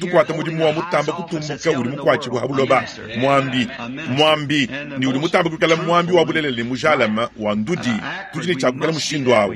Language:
Luba-Lulua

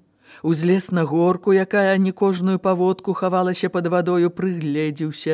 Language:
Belarusian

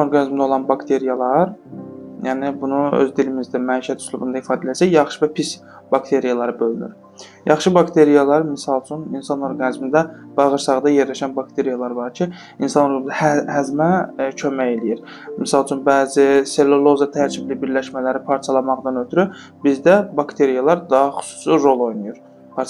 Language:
Azerbaijani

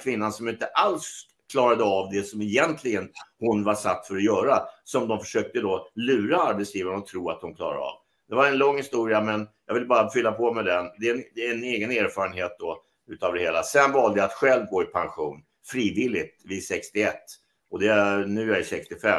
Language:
Swedish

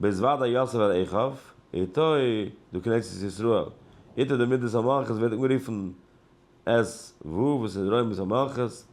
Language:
Yiddish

